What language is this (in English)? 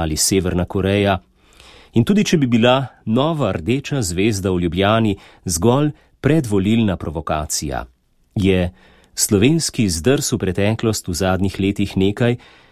Slovenian